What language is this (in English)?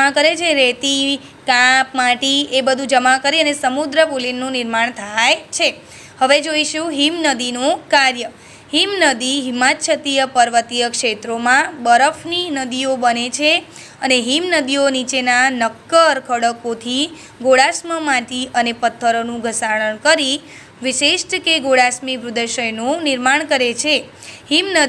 Gujarati